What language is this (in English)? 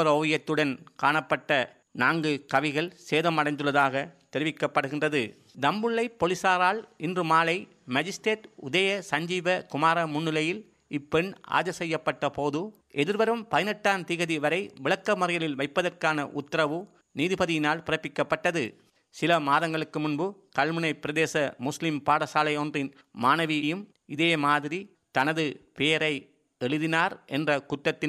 Tamil